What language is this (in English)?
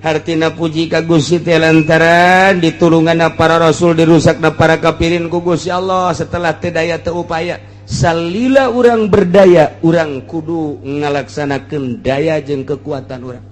Sundanese